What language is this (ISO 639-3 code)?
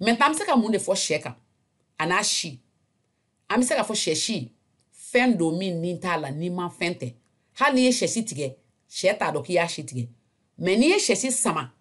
bam